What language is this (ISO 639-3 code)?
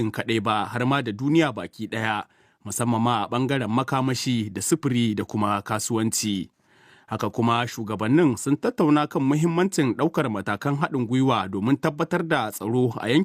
hau